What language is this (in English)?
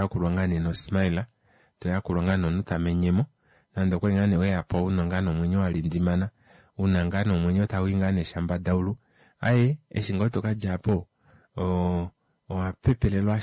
Kuanyama